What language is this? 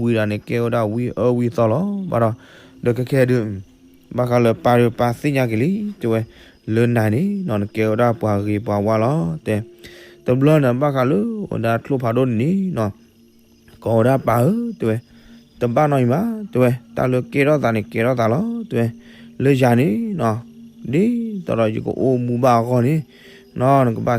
S'gaw Karen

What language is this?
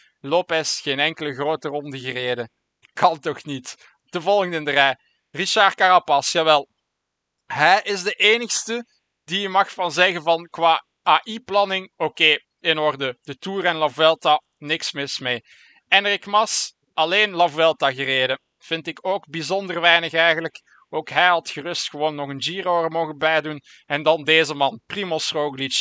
Dutch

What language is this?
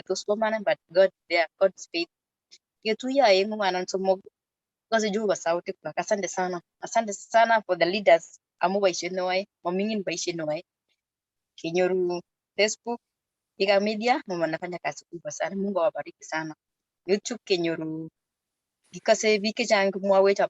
Kalenjin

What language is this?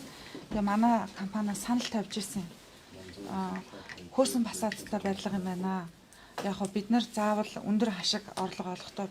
Mongolian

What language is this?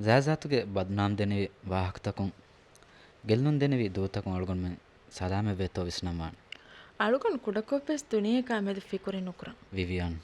Divehi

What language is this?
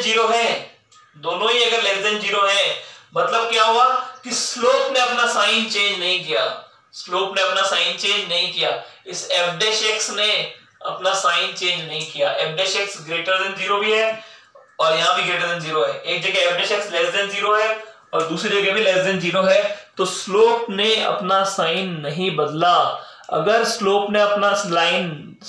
Hindi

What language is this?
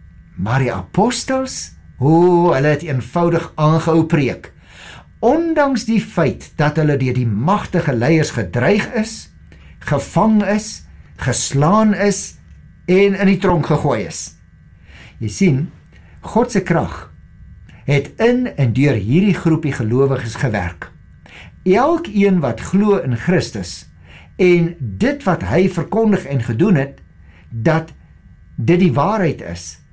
Afrikaans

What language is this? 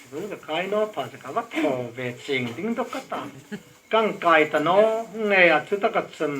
Hmar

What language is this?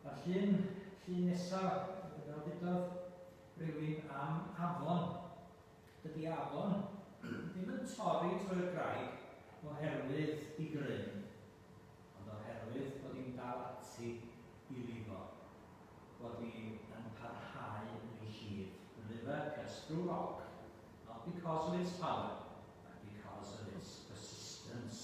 Welsh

